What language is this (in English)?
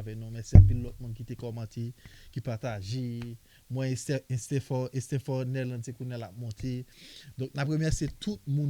Haitian Creole